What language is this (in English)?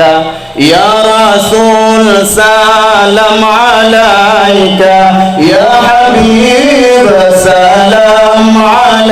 Achinese